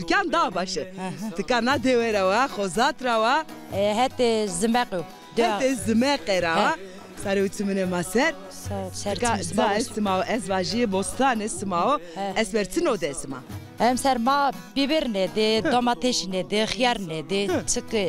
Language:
Zaza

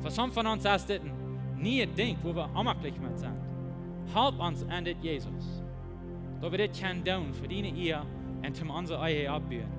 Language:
Plautdietsch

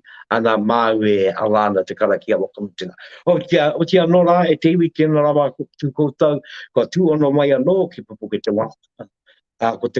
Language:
Māori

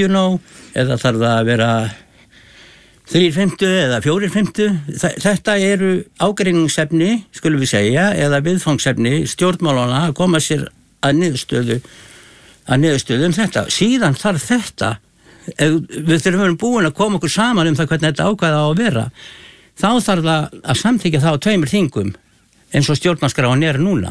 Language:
Icelandic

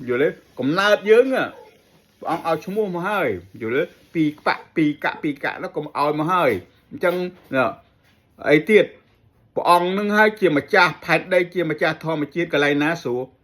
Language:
Khmer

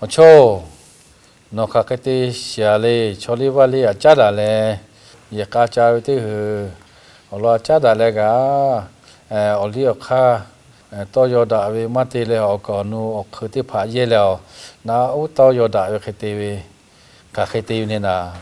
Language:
Lahu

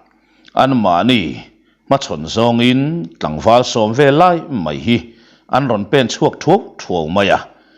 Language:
Mizo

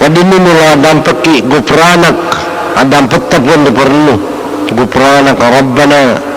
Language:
Buginese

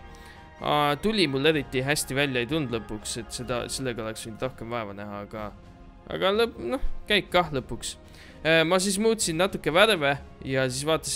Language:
Estonian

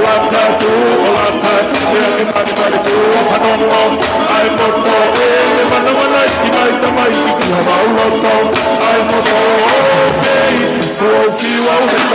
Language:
Tongan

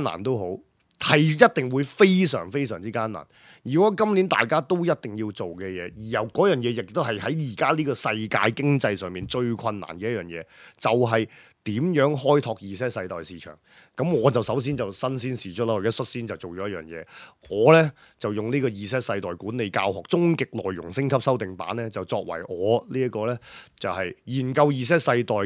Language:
Cantonese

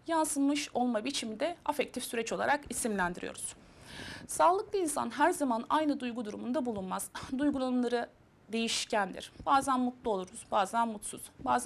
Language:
Turkish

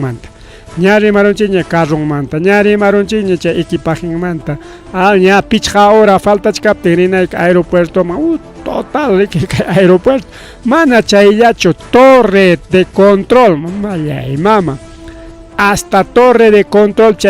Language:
Ayacucho Quechua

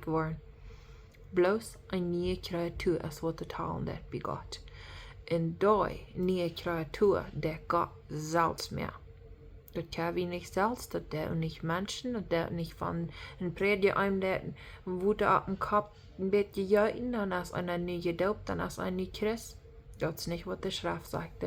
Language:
Plautdietsch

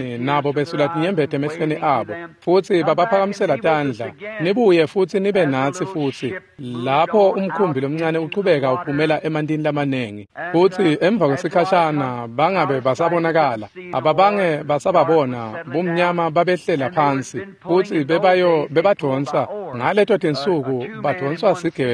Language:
Swati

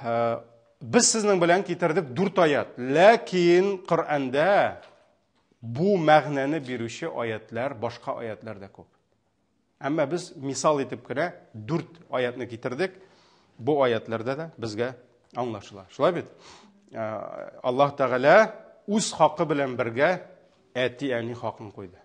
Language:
Tatar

